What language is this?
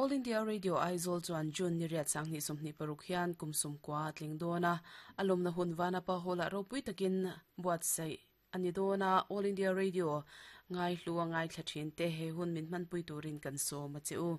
Mizo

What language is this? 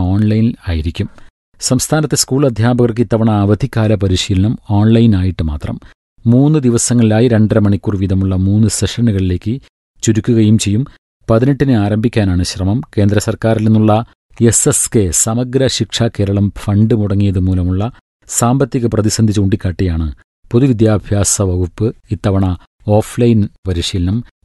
Malayalam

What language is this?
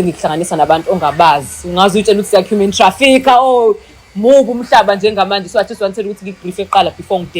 Zulu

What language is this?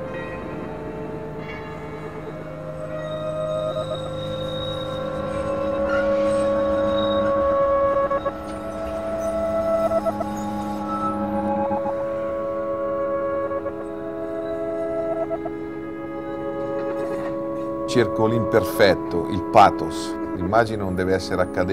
Italian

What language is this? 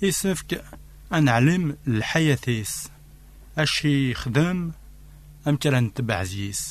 Kabyle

